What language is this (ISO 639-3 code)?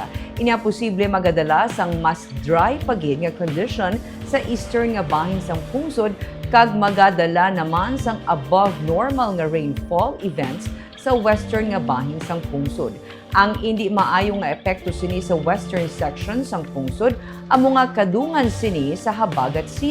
hil